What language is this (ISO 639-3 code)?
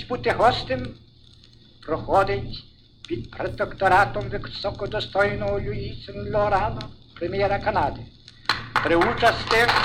ukr